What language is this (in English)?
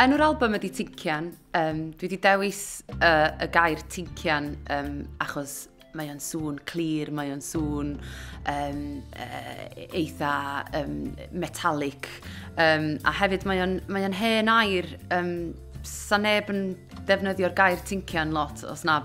Welsh